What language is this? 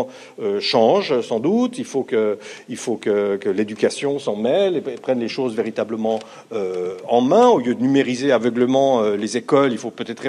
French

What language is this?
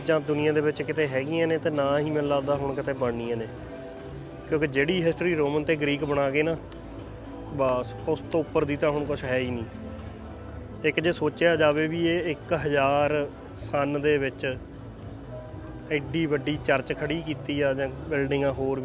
Punjabi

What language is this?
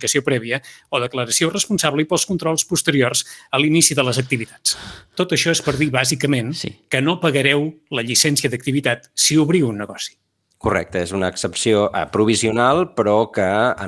Catalan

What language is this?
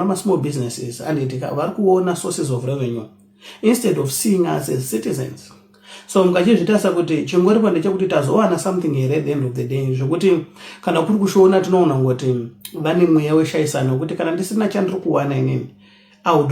Shona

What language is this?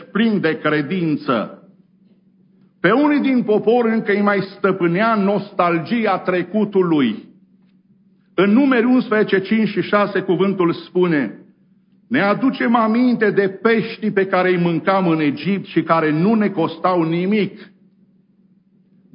Romanian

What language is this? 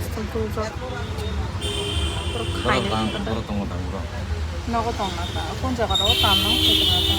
Kok Borok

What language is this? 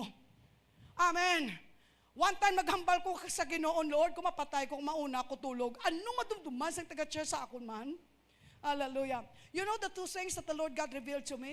Hiligaynon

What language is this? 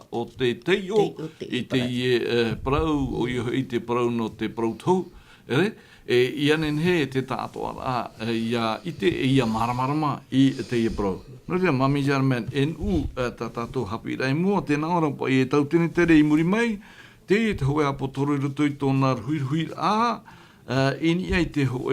Tahitian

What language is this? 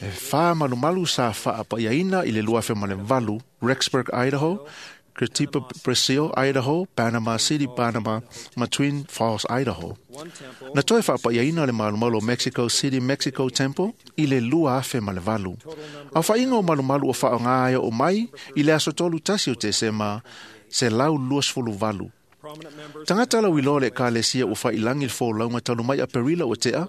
Samoan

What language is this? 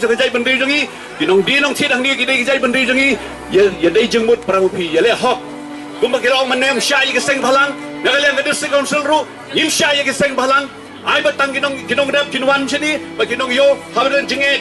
Khasi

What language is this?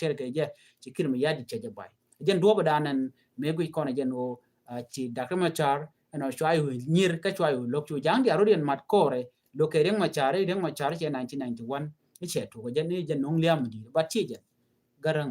Nuer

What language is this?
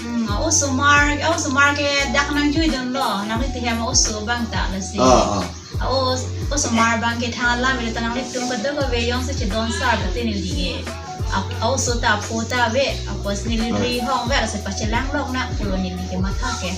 Karbi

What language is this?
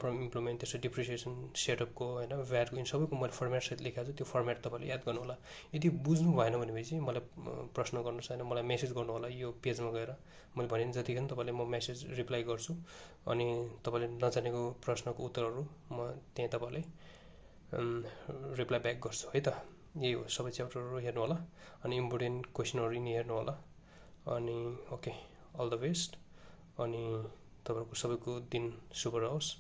Nepali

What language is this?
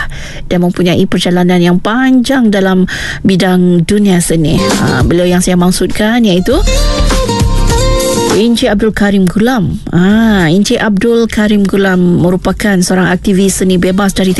Malay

